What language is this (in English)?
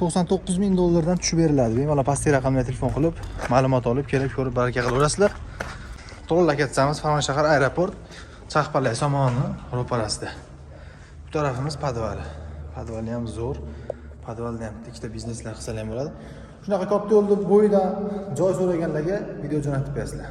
Uzbek